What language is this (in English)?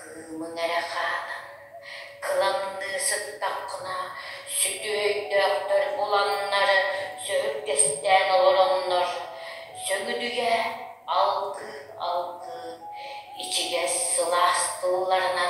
Yakut